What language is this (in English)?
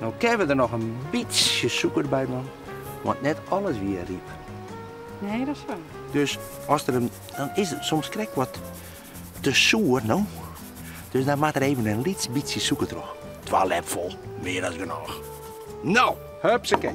Western Frisian